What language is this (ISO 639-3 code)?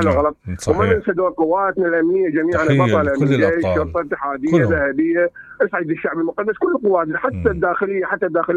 acm